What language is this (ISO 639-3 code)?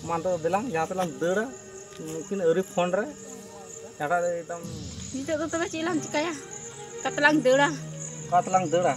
sat